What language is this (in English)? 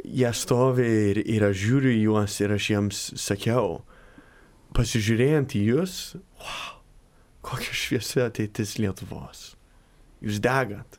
Lithuanian